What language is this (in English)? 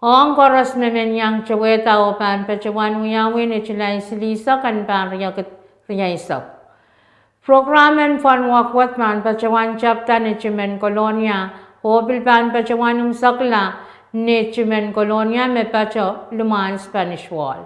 Pohnpeian